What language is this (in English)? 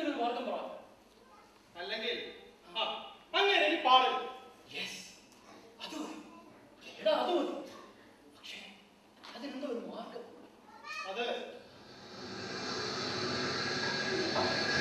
Malayalam